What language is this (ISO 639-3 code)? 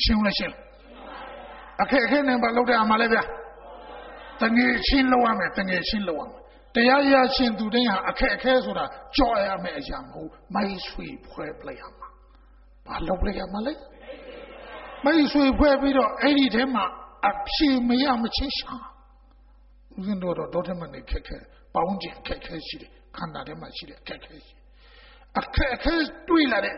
mya